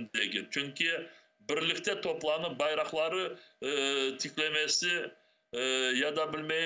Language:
Crimean Tatar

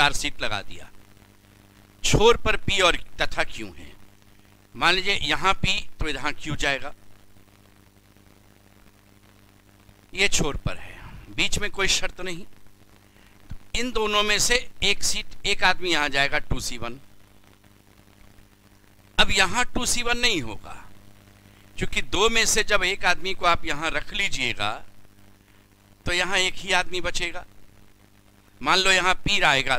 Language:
Hindi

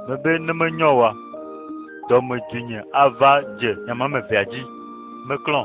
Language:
Ewe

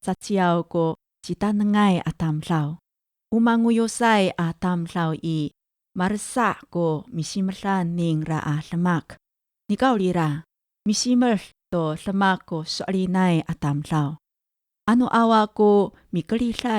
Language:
Amis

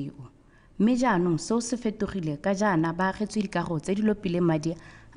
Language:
Tswana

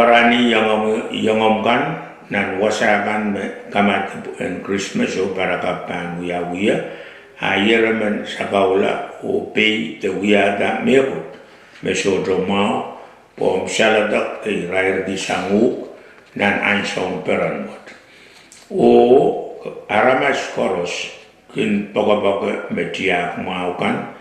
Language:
Pohnpeian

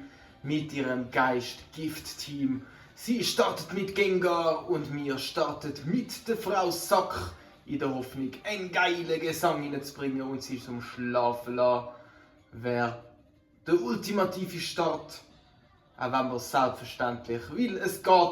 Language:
Swiss German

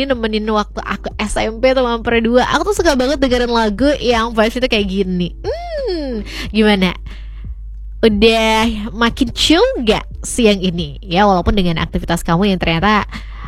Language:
Indonesian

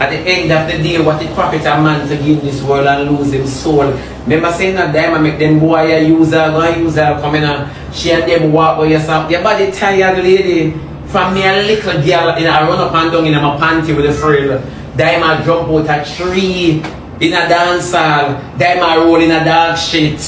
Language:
Jamaican Creole English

